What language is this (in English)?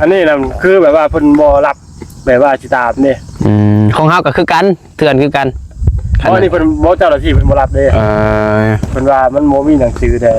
Northeastern Thai